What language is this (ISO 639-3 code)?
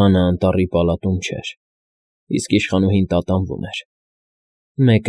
hye